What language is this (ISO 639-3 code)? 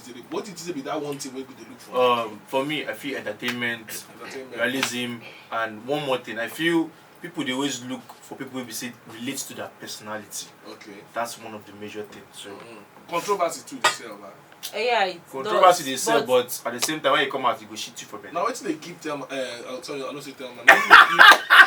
pcm